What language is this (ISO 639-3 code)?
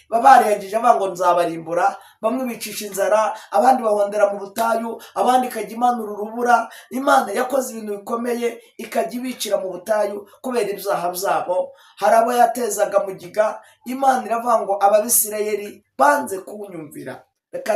kin